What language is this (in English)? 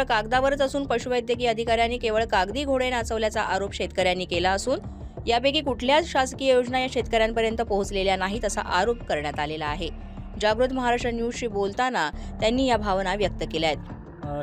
Marathi